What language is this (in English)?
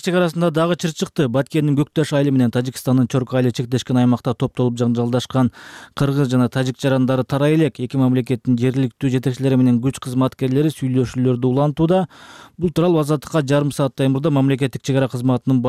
Kyrgyz